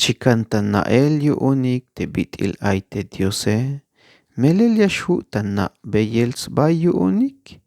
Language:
Tzeltal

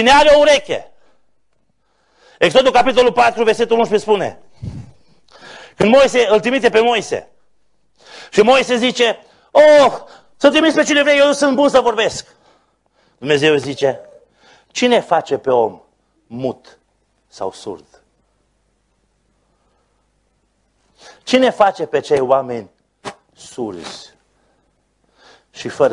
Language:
Romanian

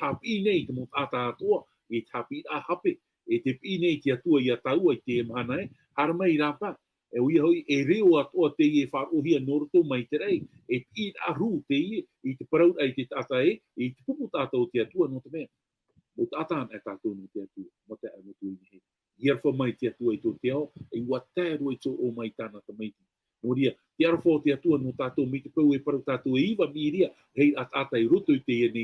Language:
Tahitian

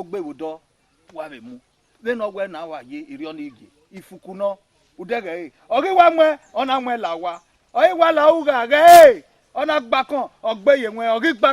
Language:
Bini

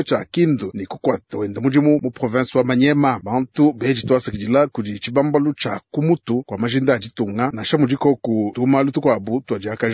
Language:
Luba-Lulua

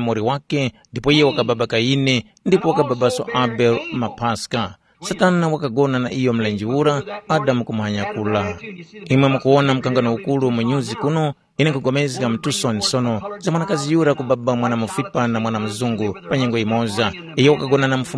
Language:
Tumbuka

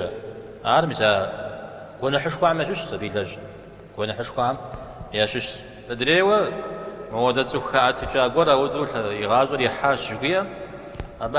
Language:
Kabardian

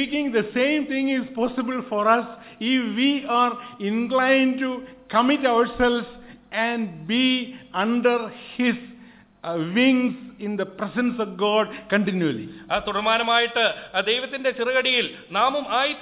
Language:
Malayalam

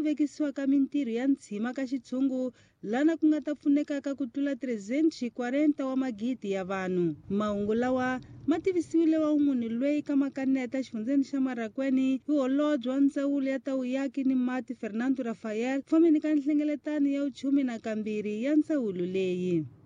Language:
Tsonga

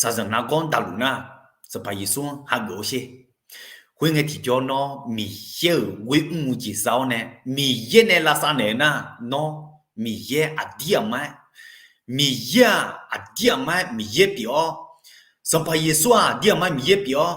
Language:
Akha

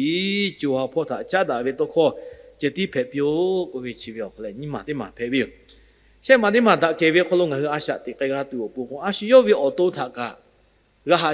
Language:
Lahu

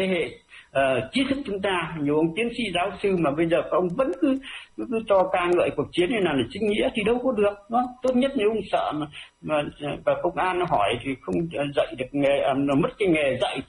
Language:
Vietnamese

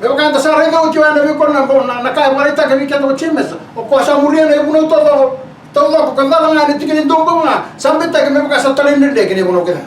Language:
Fijian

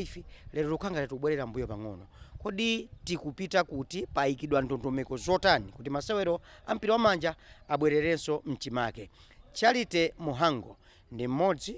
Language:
Nyanja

